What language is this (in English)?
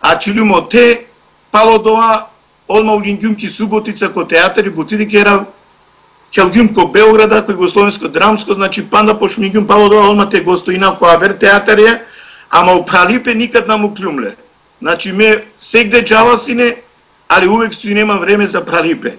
Macedonian